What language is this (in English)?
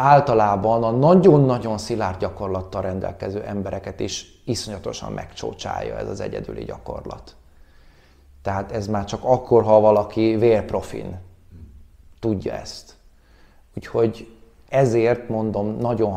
Hungarian